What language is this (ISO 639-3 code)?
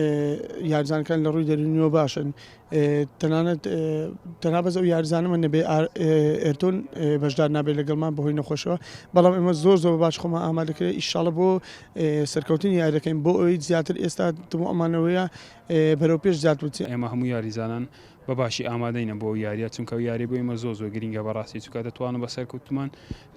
ckb